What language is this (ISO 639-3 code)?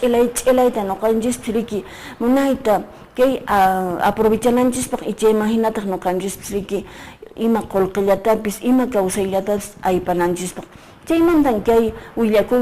que